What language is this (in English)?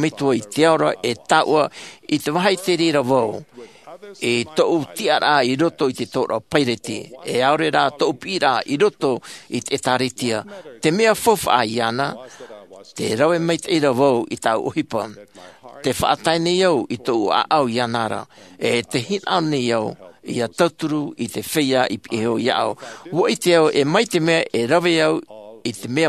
Tahitian